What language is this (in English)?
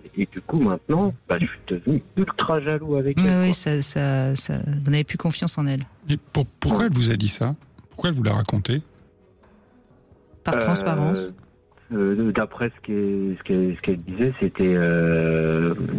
French